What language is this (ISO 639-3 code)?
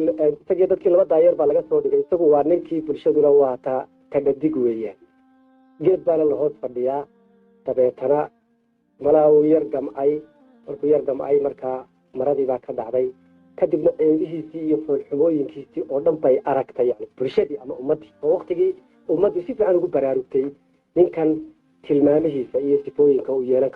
som